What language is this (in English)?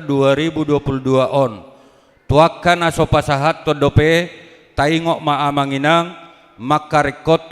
Batak Toba